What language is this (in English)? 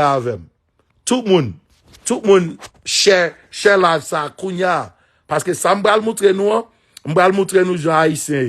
Haitian Creole